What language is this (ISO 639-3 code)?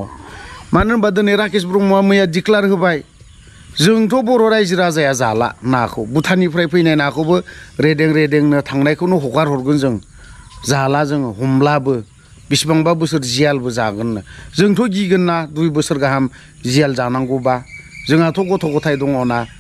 brx